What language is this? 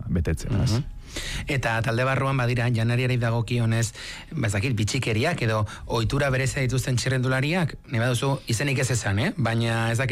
Basque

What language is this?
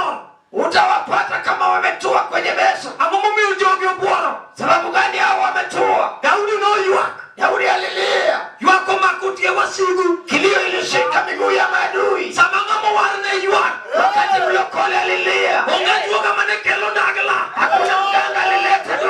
Luo (Kenya and Tanzania)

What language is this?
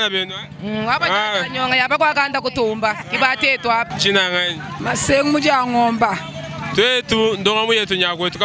Luba-Lulua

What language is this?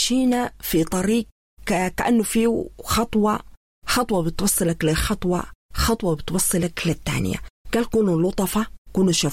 Sudanese Arabic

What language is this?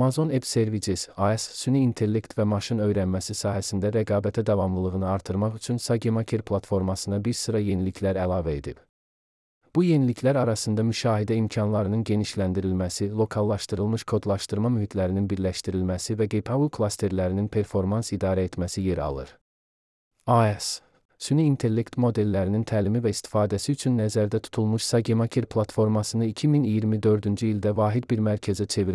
Azerbaijani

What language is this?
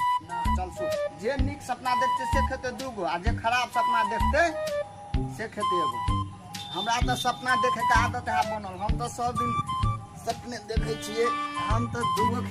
Maithili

